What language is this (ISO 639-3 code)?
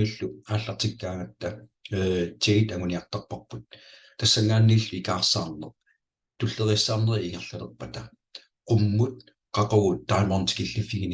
kal